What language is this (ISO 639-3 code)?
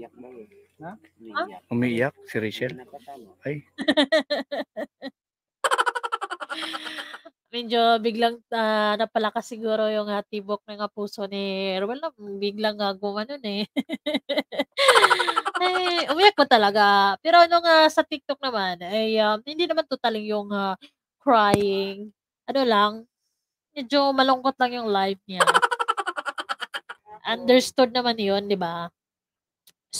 fil